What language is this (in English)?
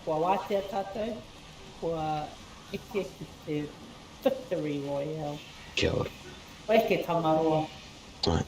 Māori